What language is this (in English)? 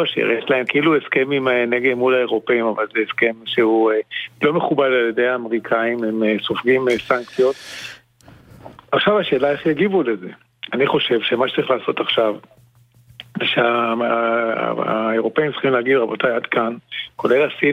Hebrew